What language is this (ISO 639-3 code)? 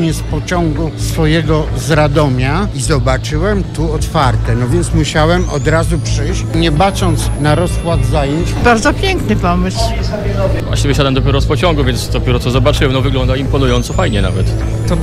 pol